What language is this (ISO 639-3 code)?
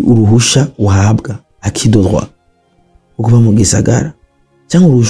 run